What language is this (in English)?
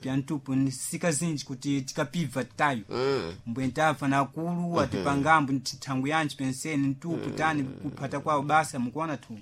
Sena